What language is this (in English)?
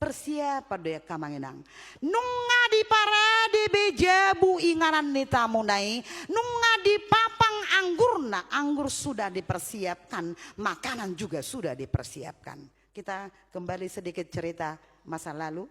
Batak Toba